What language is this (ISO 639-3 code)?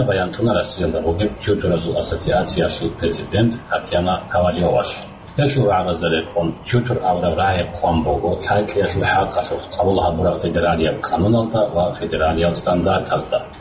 ava